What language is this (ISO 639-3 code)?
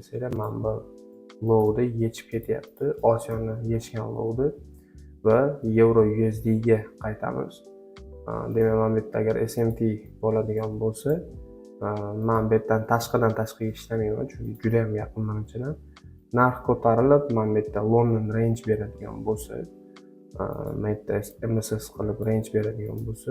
uzb